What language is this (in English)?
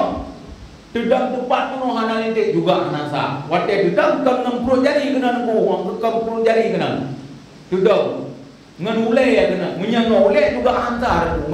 Achinese